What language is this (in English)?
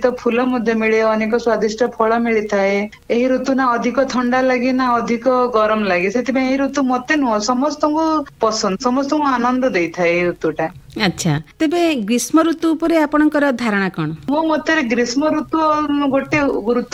Odia